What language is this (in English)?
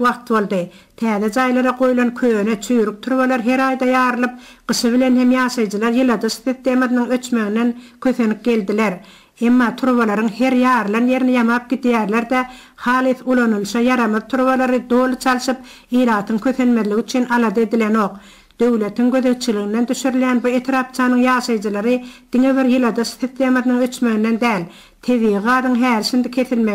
Turkmen